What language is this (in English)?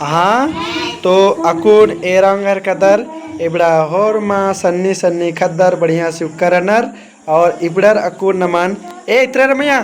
Kurukh